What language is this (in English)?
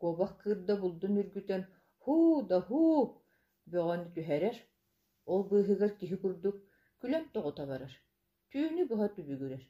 Yakut